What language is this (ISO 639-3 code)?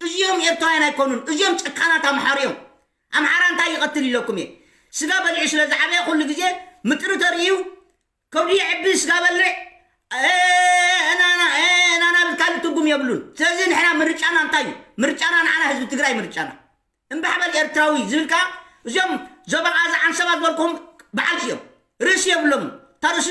tir